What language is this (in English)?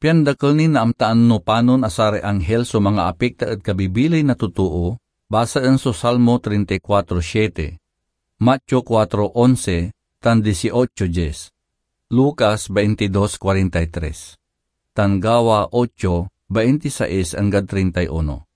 Pangasinan